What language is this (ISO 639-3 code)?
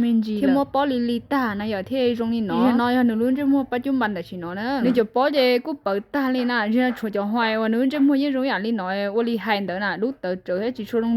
hmn